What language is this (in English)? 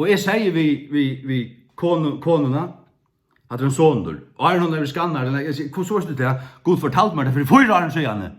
Faroese